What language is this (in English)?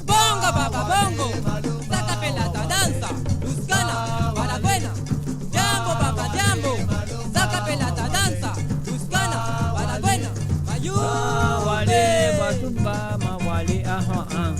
Morisyen